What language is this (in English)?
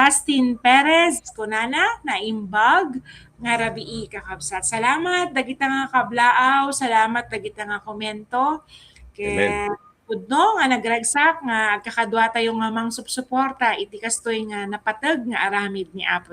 Iloko